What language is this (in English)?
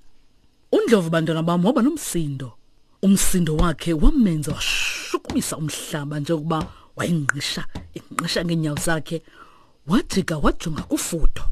Xhosa